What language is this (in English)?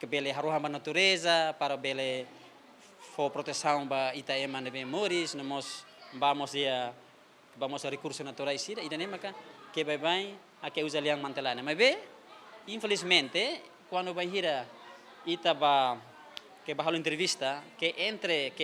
Tetum